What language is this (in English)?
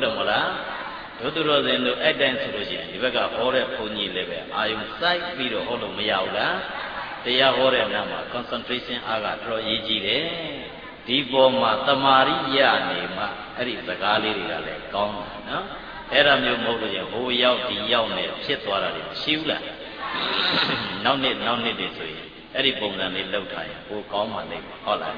Burmese